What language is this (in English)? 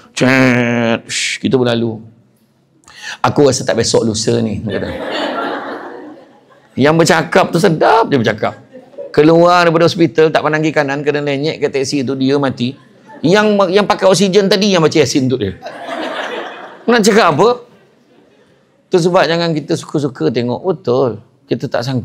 Malay